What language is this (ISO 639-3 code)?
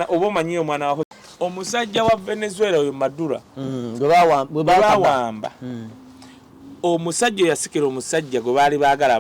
lug